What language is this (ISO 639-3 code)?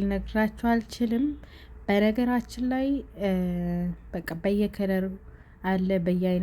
amh